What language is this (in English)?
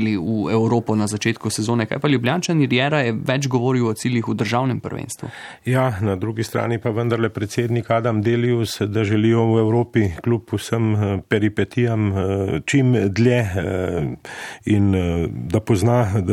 Slovenian